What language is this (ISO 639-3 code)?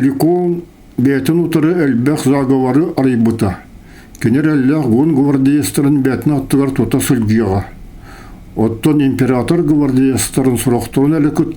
sah